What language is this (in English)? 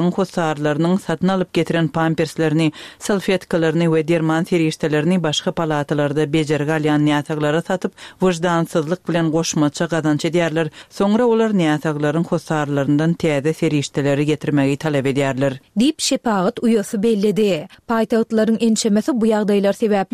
Turkmen